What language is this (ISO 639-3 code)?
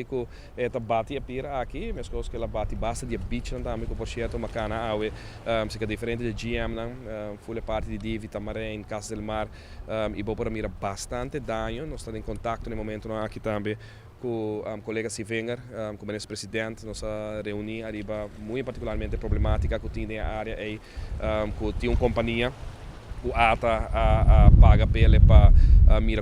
pap